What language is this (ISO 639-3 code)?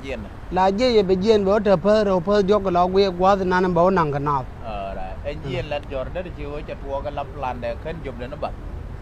nus